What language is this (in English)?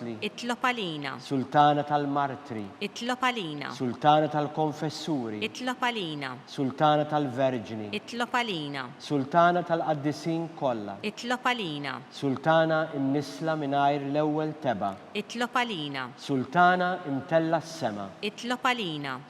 Maltese